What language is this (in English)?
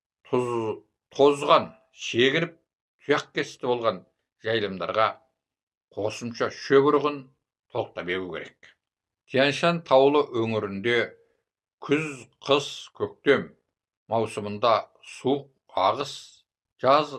Kazakh